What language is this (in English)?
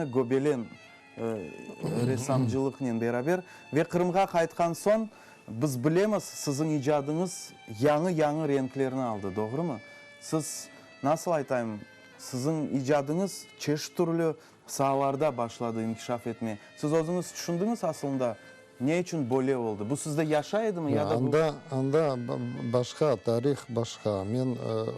Crimean Tatar